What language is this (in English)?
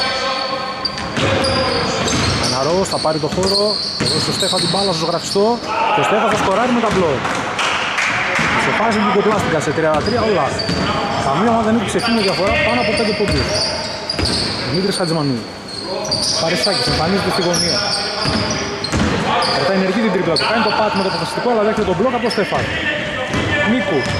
Greek